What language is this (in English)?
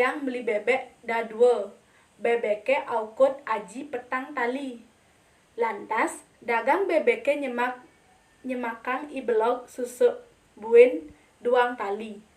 Balinese